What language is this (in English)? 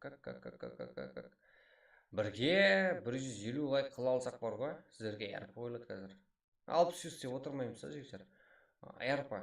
Kara-Kalpak